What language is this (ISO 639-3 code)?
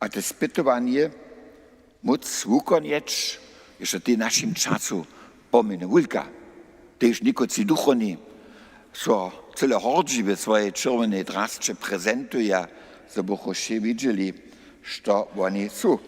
hsb